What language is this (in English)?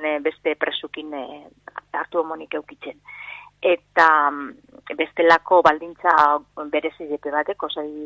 Basque